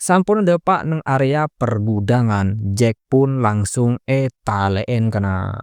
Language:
Madurese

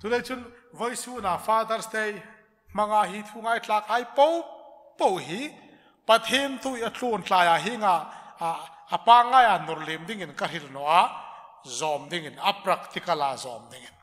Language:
Hmar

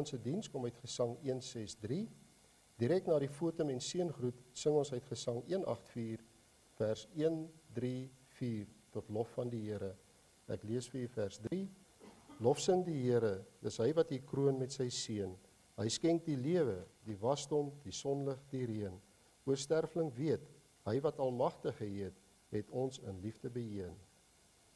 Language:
Afrikaans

